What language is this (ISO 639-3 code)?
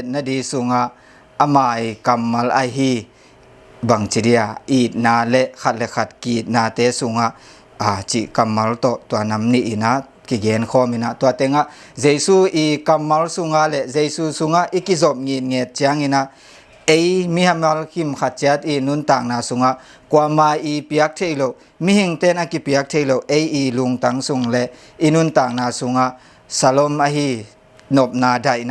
ctd